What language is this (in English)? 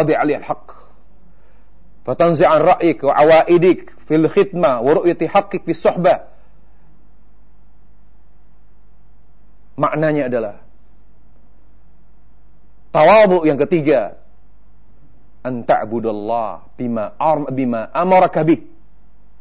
Indonesian